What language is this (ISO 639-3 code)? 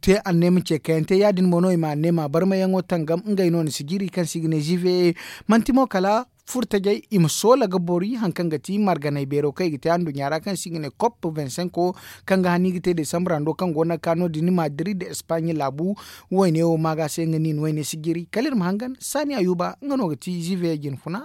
dje